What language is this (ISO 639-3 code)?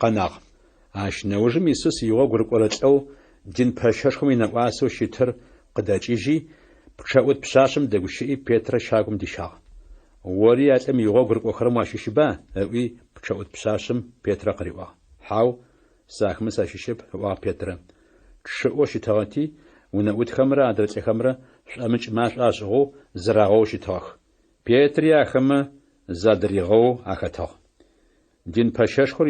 ady